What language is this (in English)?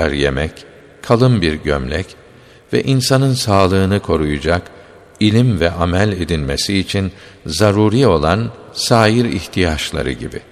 Turkish